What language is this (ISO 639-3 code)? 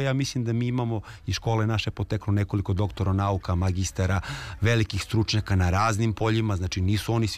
srp